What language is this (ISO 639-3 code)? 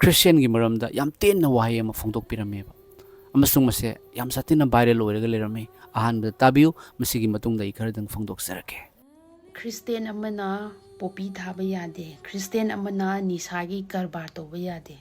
mni